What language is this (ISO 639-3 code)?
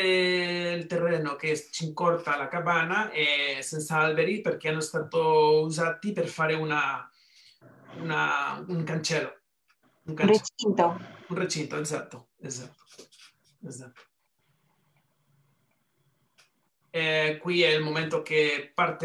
ita